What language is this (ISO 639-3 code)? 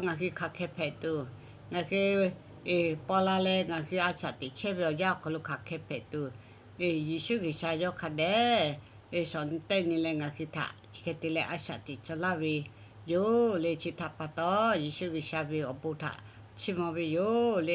lhu